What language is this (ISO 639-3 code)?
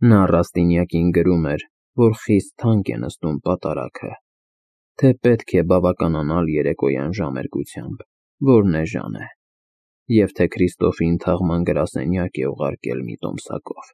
hye